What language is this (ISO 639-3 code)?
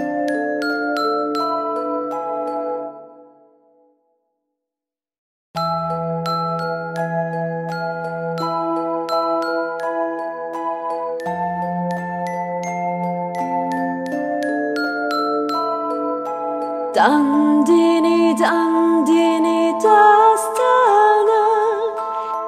tur